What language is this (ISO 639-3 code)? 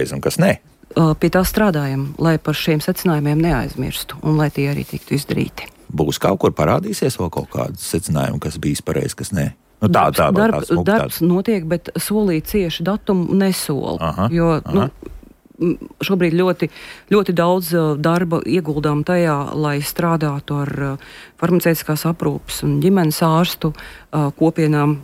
lav